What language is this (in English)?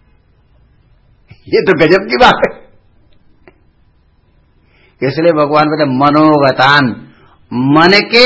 Hindi